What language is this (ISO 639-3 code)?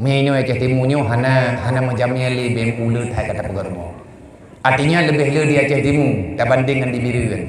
ace